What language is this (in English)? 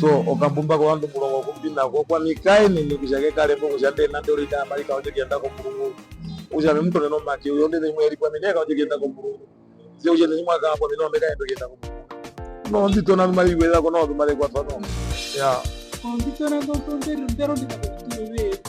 Herero